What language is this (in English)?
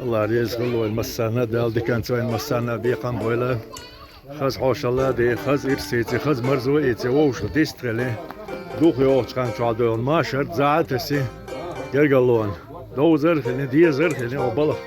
Chechen